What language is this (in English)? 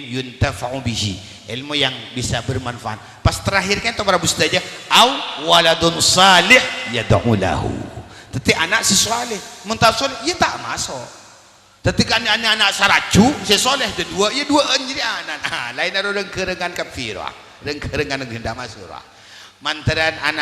Madurese